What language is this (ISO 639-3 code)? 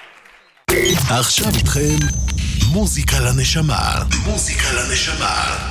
heb